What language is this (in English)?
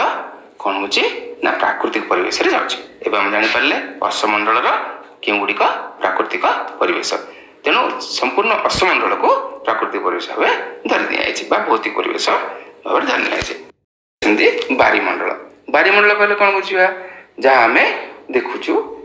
Odia